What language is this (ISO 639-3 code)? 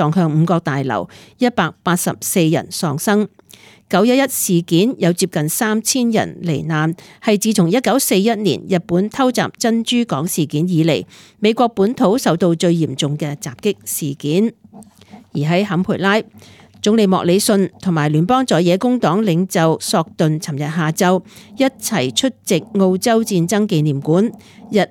yue